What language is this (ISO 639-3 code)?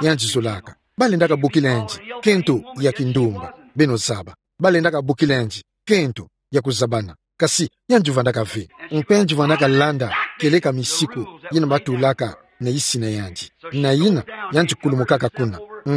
ktu